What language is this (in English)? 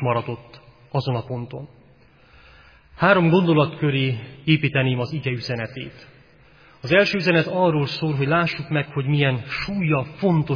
Hungarian